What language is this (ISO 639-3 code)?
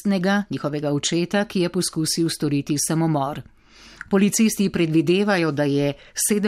slv